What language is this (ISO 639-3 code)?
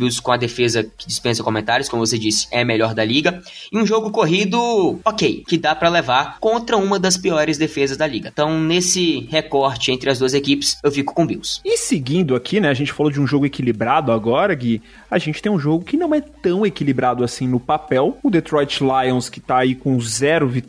por